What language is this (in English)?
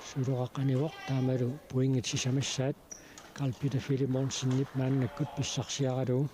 Kalaallisut